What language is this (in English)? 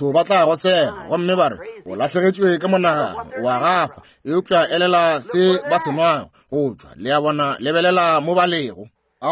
Northern Sotho